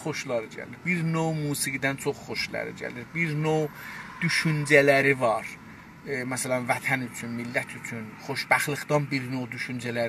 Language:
South Azerbaijani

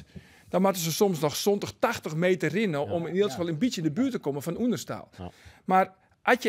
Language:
Western Frisian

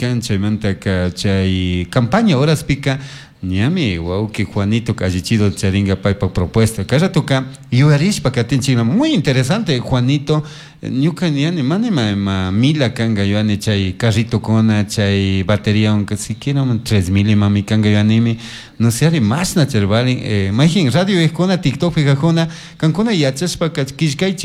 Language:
Chimborazo Highland Quichua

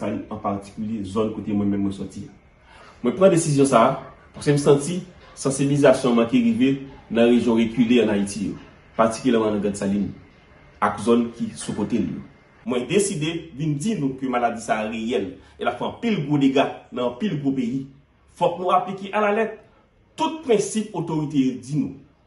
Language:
Haitian Creole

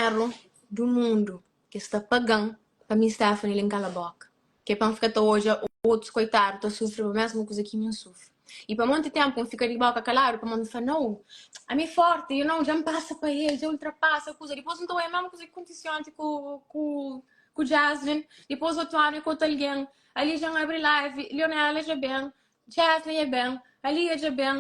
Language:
Kabuverdianu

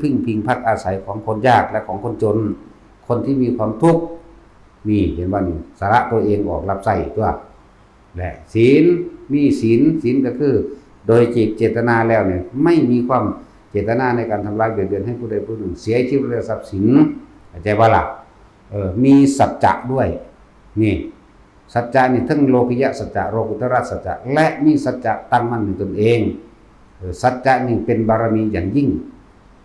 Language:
Northeastern Thai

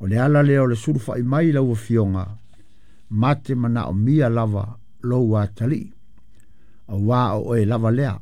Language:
Samoan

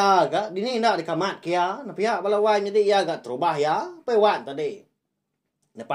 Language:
Iban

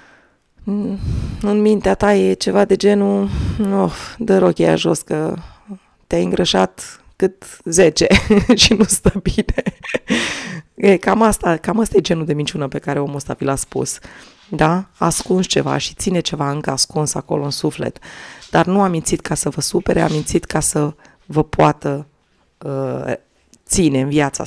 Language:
Romanian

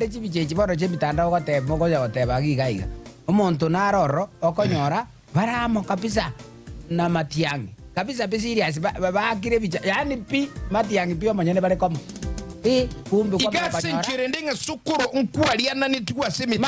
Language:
Gusii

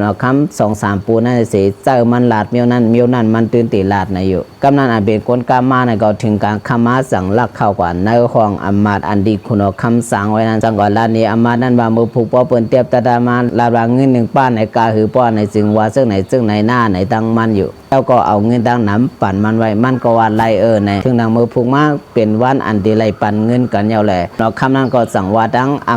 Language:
Shan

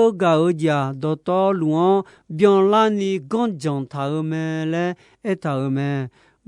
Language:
Akha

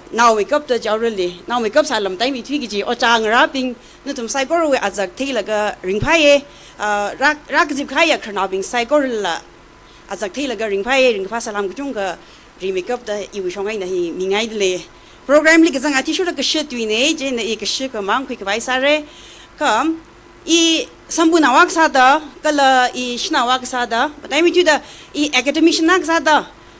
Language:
Tangkhul Naga (India)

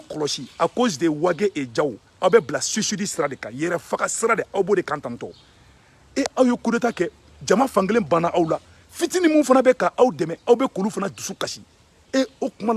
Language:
Bambara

